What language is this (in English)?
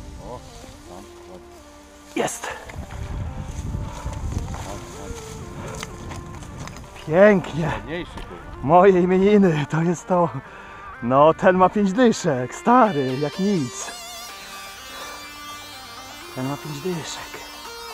Polish